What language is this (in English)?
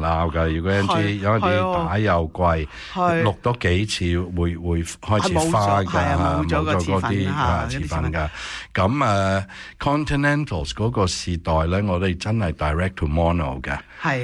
Cantonese